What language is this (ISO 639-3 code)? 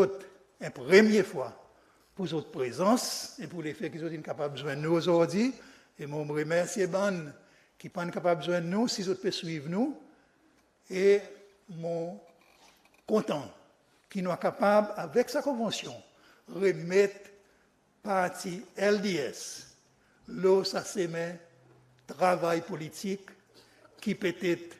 crs